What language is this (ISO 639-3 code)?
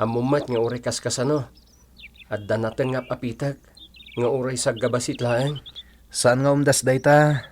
ilo